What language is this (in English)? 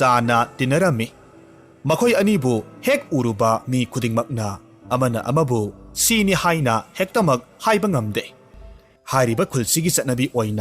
Manipuri